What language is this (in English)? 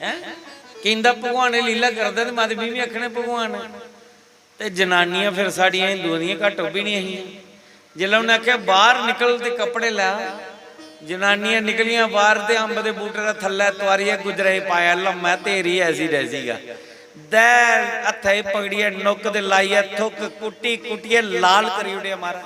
Dogri